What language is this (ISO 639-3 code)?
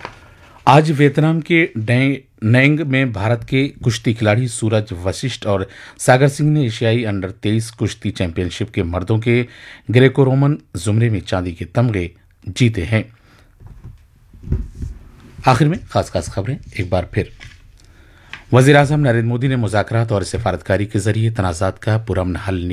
urd